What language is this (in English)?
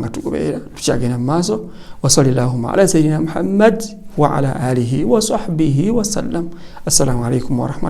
Ganda